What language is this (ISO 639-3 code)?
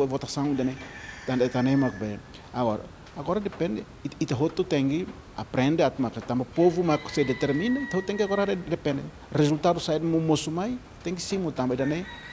tet